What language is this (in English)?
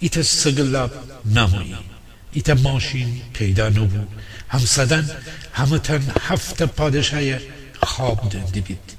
Gilaki